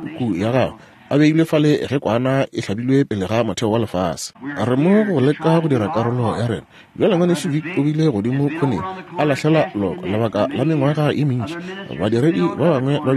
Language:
Northern Sotho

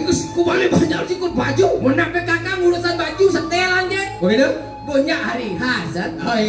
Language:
Balinese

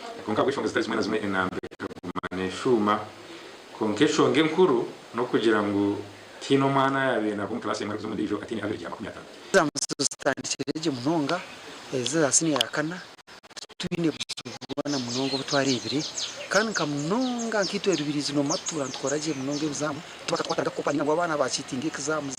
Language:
Nyankole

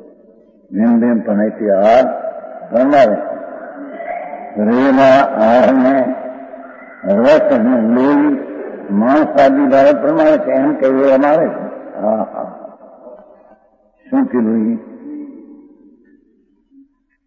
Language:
Gujarati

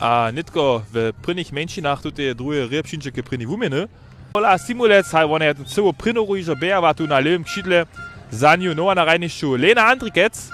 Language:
Upper Sorbian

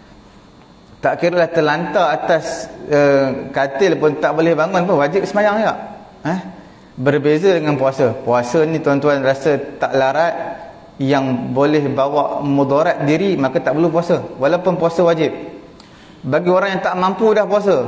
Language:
Malay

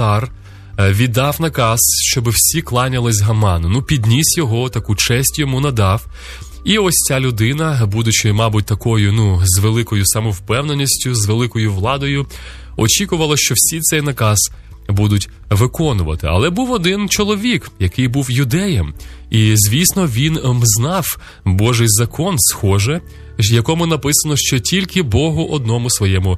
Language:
Ukrainian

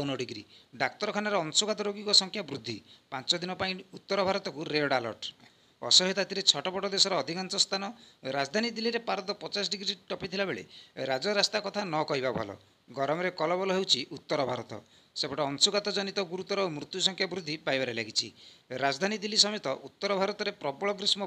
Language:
Odia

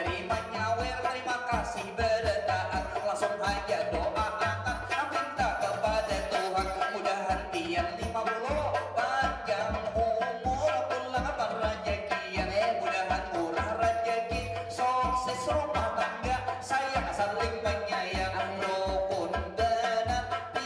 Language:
Banjar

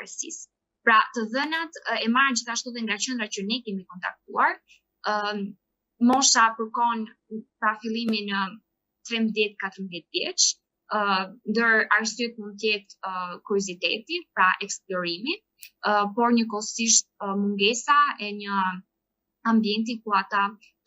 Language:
Albanian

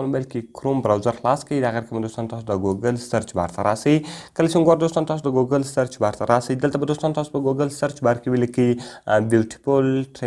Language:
Pashto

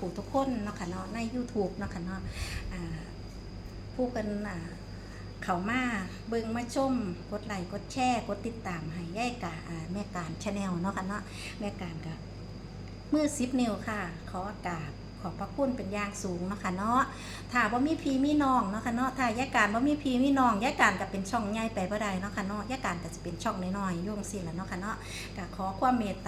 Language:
Northeastern Thai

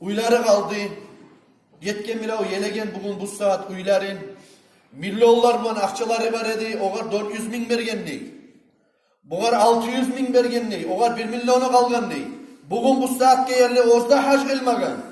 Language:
Kumyk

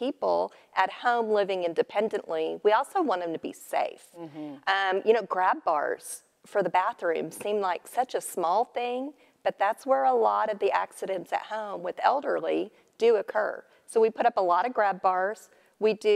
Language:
English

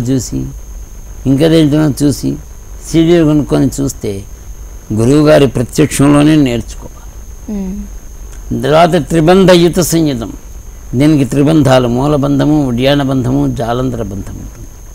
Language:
Telugu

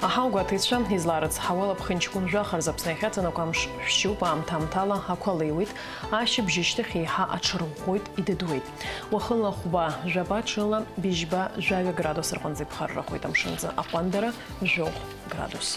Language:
Abkhazian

